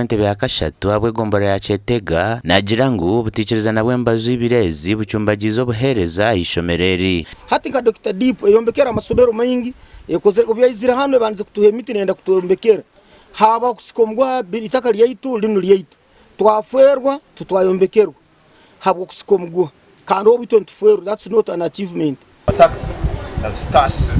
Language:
Nyankole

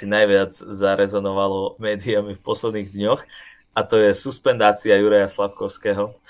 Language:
Slovak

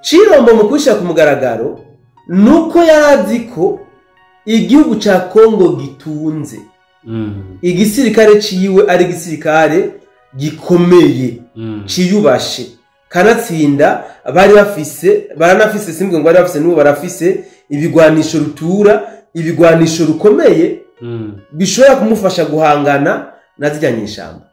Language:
Rundi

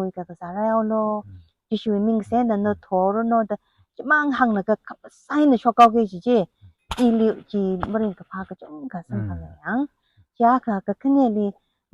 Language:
Tangkhul Naga (India)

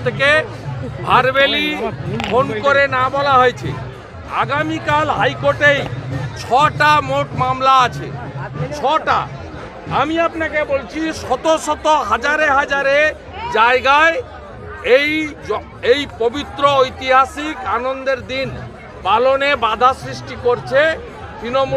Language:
Bangla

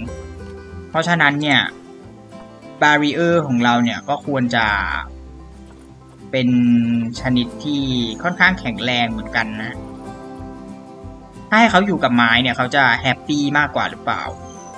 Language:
Thai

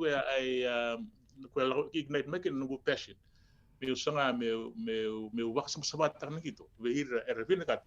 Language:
Fijian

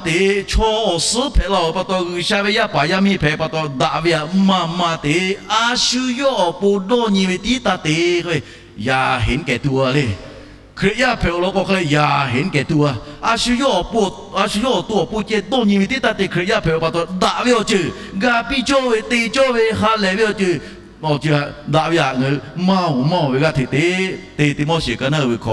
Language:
Lahu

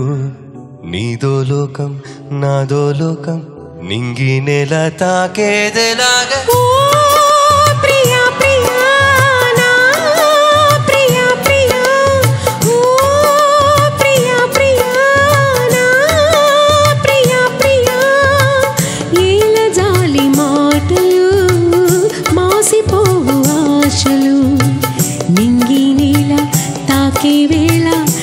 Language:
Telugu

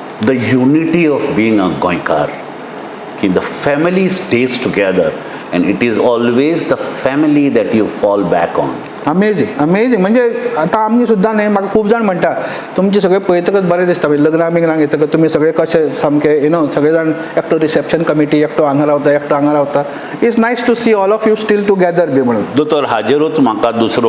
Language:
Konkani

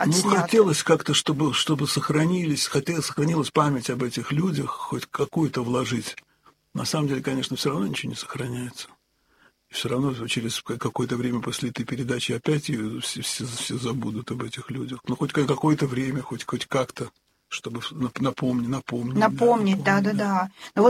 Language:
Russian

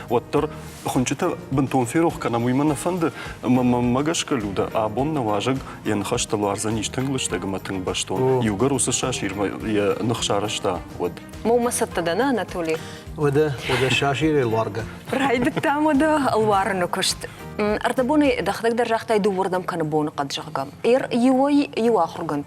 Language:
Ossetic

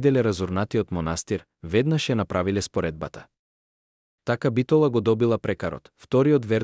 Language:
Macedonian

